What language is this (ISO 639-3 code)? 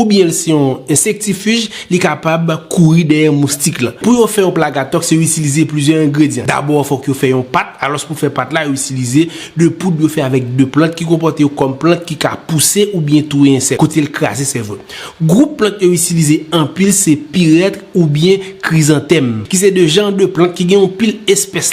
hat